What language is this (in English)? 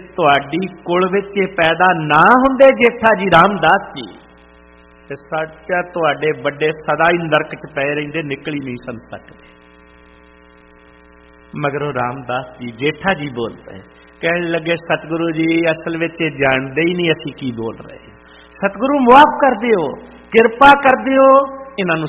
Punjabi